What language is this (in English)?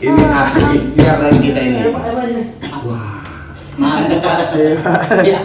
Betawi